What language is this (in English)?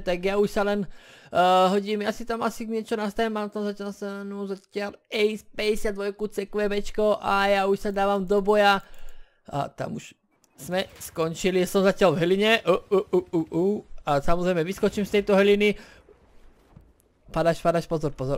Slovak